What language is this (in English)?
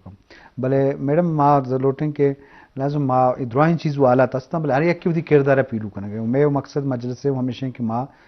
Eastern Balochi